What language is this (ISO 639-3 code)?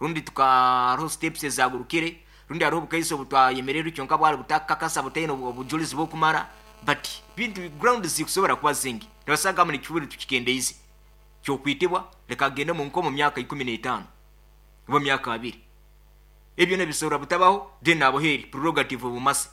nyo